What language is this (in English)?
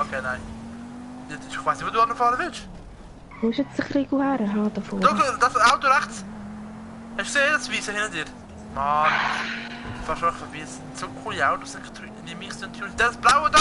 Swiss German